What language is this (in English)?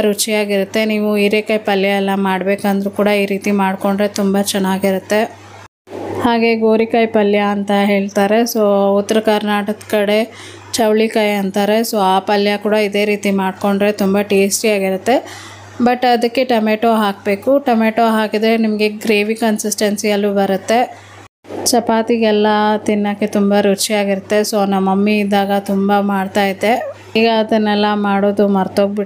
Kannada